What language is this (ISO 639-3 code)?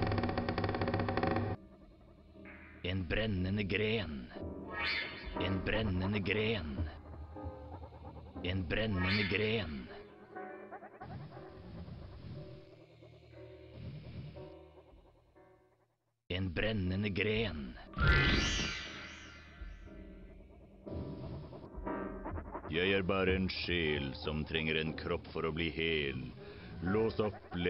nor